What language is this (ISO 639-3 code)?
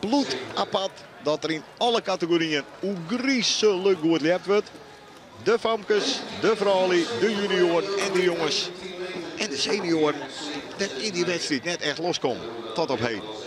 fry